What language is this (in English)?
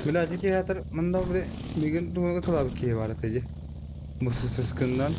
Yakut